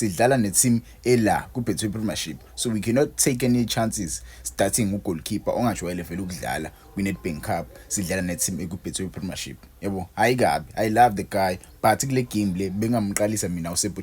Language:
Zulu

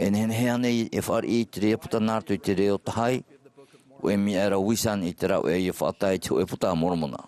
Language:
Tahitian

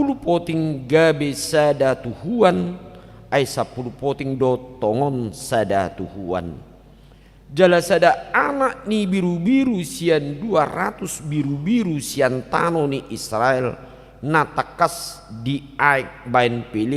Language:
Batak Toba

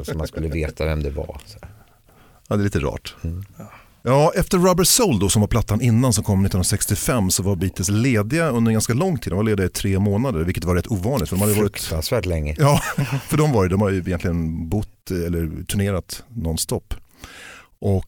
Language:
Swedish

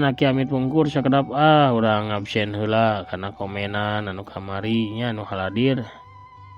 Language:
Sundanese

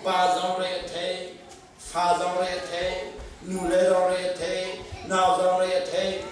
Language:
Hakha Chin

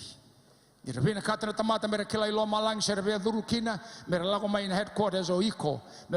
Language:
Fijian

